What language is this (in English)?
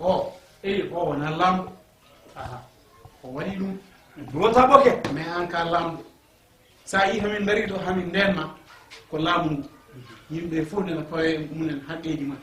Fula